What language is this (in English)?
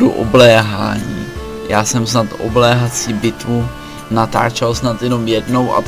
Czech